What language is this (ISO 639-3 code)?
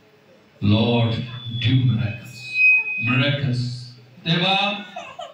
kan